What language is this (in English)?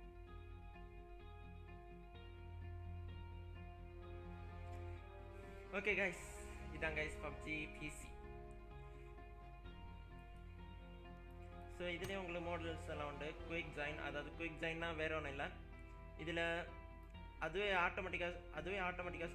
Tamil